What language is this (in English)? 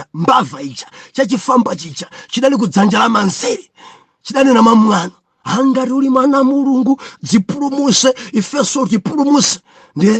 Nyanja